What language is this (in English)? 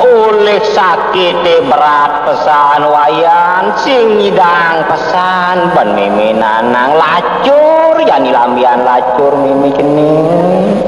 Balinese